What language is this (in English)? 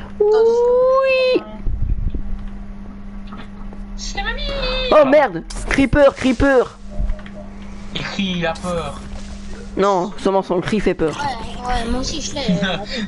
French